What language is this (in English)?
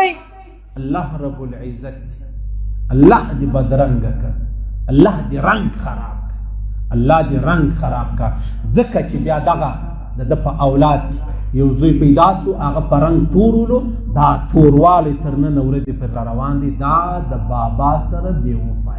Pashto